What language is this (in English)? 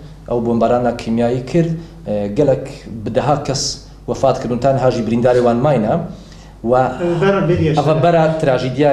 Kurdish